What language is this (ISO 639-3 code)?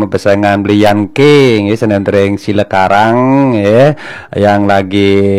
ban